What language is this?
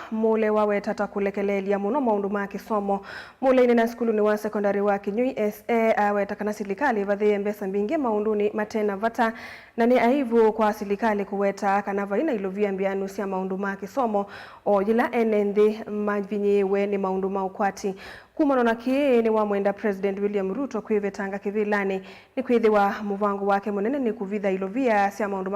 Kamba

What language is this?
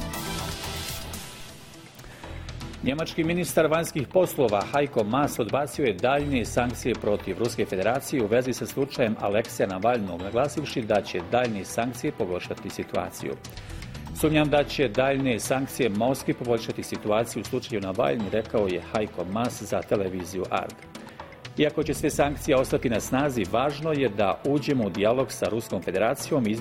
Bosnian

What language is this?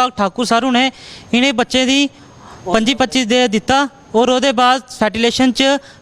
Dogri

